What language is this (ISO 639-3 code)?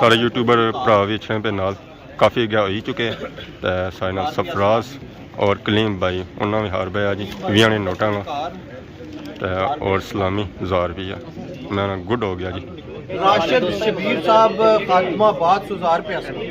phr